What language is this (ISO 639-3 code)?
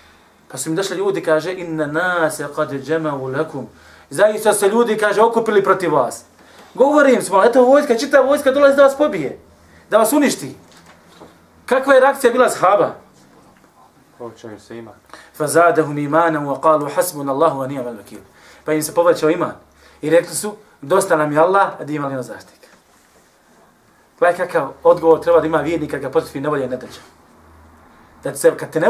bos